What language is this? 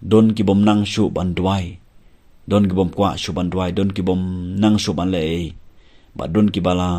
Khasi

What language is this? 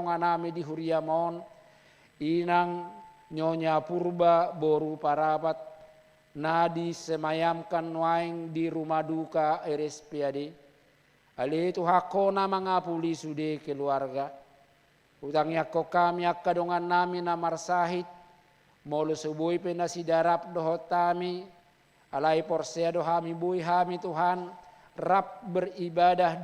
Batak Toba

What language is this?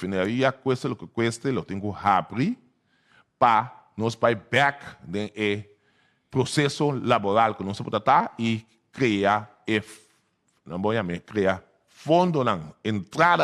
Papiamento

